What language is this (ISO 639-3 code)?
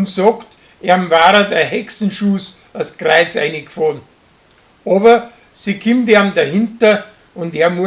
bar